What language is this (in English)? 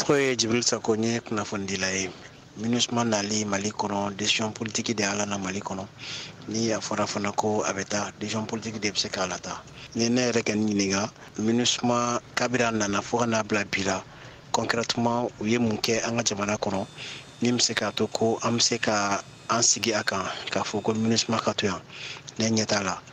Bambara